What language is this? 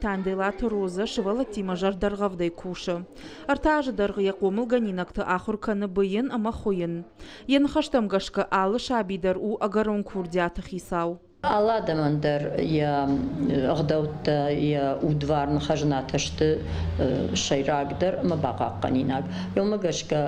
Ossetic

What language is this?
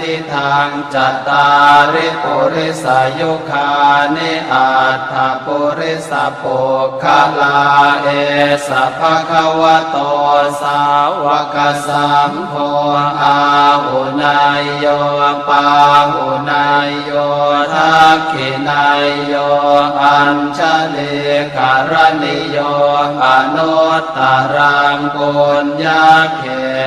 Pali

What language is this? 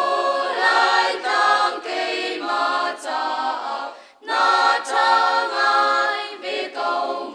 Hakha Chin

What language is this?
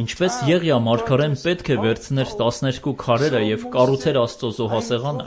Armenian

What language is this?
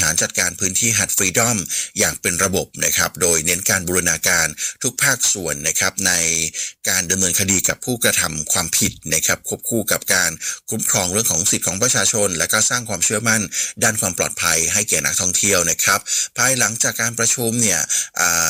Thai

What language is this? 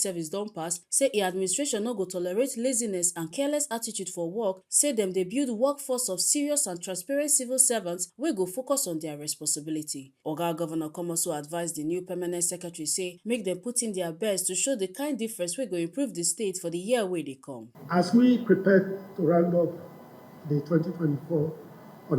Nigerian Pidgin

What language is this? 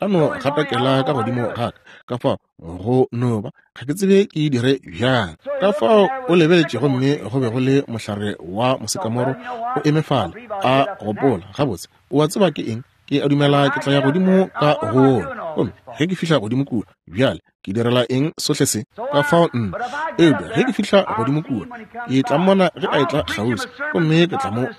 Northern Sotho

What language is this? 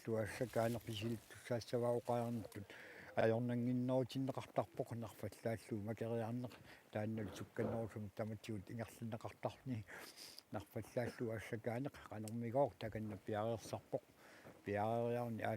Kalaallisut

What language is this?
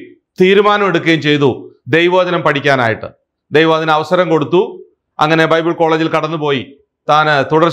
Malayalam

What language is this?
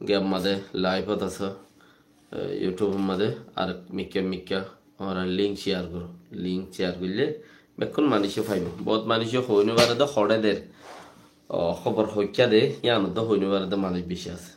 Rohingya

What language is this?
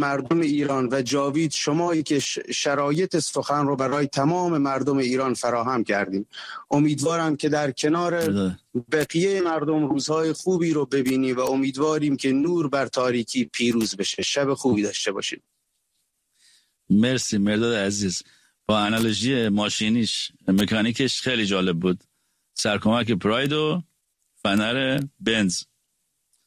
Persian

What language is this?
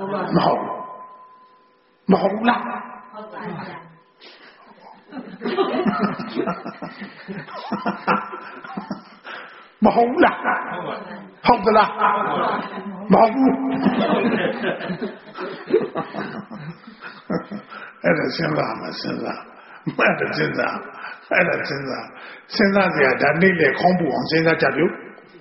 Burmese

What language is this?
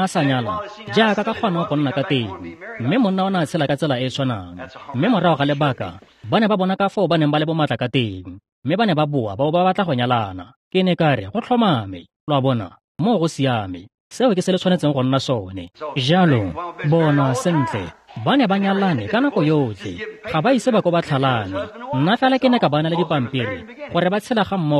Tswana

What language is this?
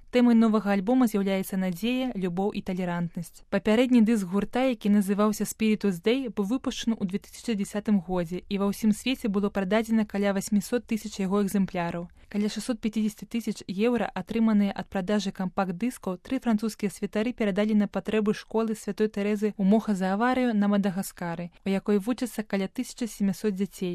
Belarusian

